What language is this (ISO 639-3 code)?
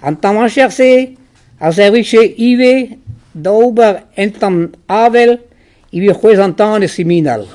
bre